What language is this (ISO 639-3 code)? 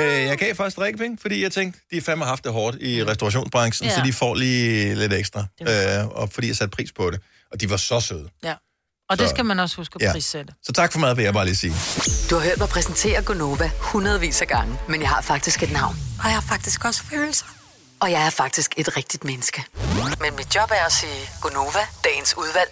dan